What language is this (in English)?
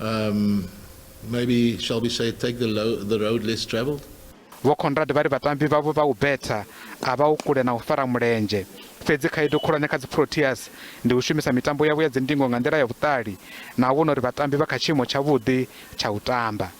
Venda